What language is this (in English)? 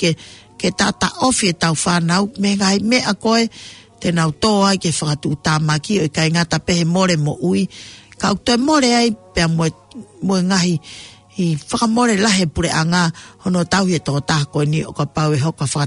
Tongan